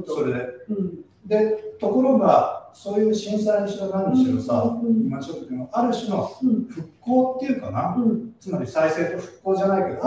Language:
Japanese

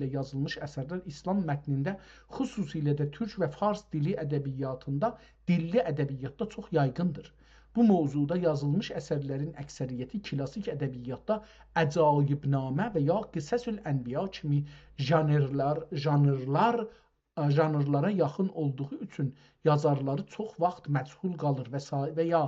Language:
South Azerbaijani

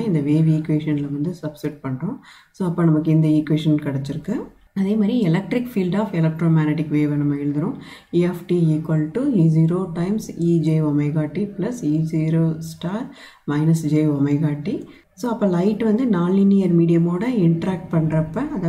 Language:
Tamil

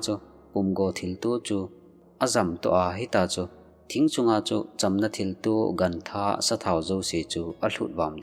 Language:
Thado Chin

